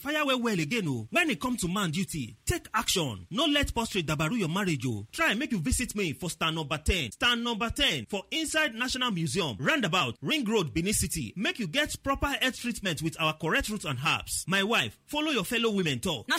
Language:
Nigerian Pidgin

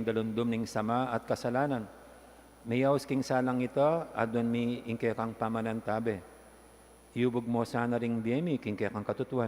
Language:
Pampanga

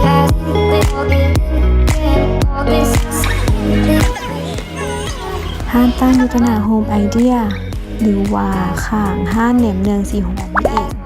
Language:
Lao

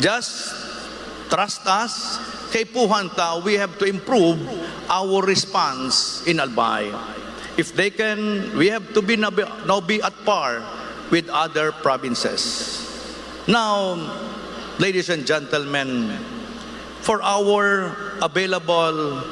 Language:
Bikol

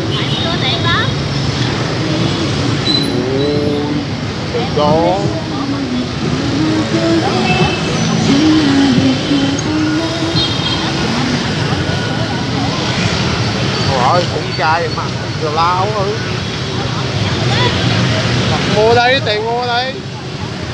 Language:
Vietnamese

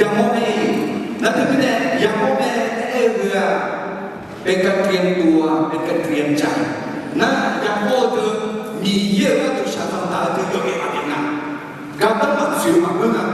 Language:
Akha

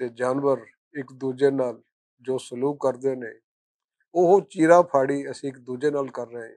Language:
Western Panjabi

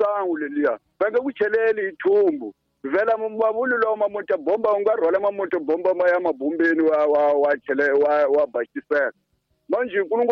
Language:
Tsonga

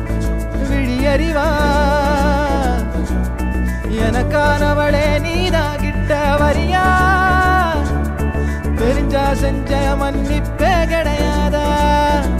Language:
Tamil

